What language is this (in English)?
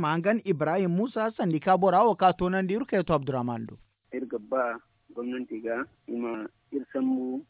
Zarma